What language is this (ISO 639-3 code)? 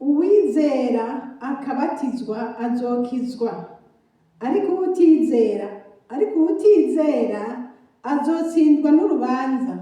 run